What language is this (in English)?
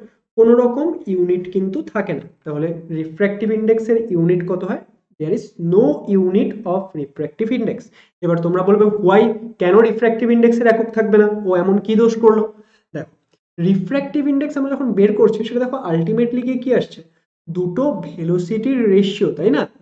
Bangla